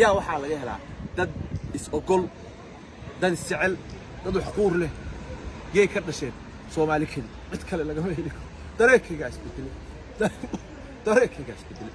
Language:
Somali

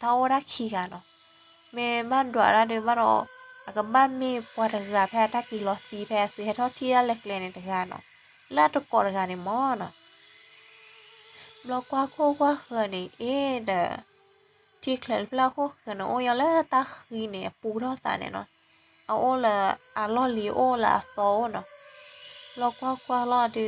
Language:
S'gaw Karen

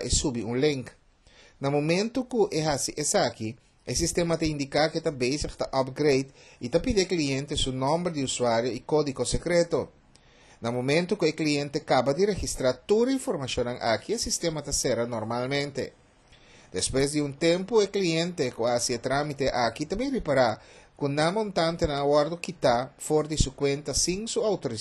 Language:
Papiamento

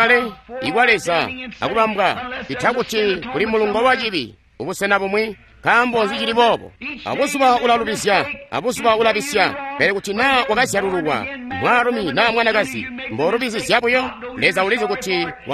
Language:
Tonga (Zambia)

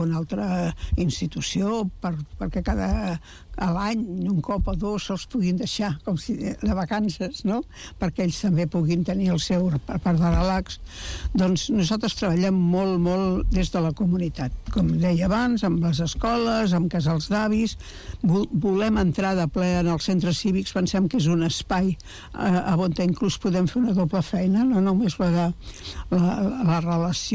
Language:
Catalan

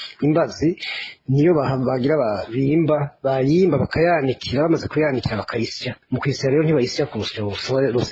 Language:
Rundi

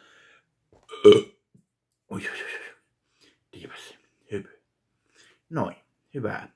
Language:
Finnish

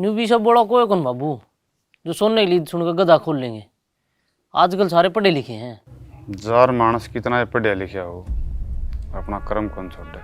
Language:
Haryanvi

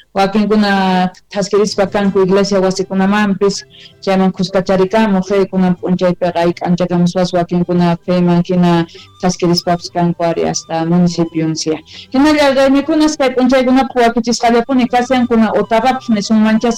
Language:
South Bolivian Quechua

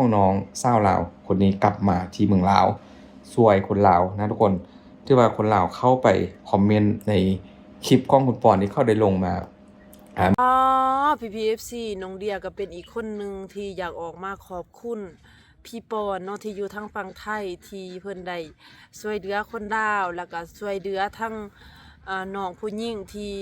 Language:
Lao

